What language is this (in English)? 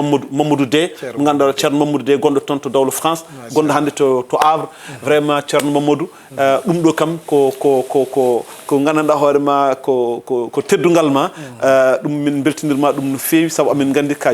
Fula